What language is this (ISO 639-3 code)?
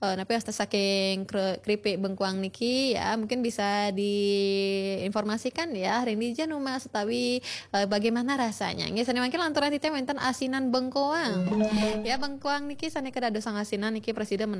ban